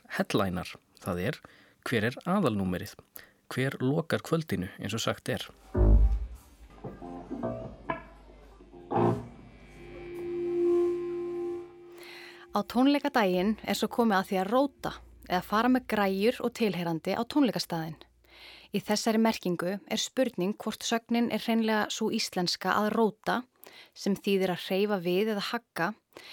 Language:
Icelandic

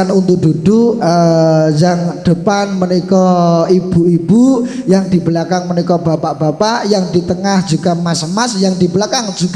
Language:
Javanese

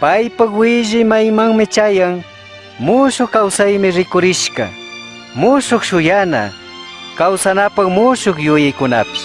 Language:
Chimborazo Highland Quichua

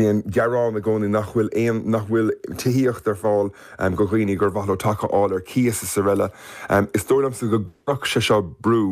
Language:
Irish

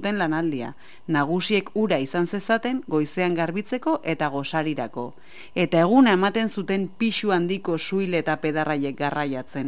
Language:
Basque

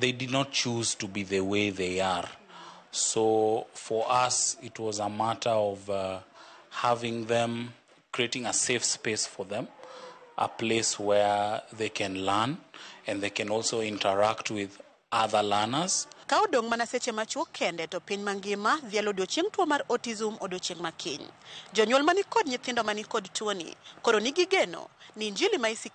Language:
Luo (Kenya and Tanzania)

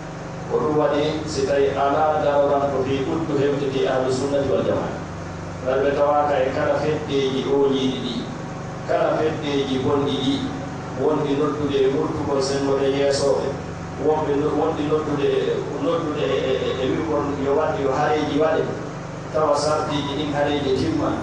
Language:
Pular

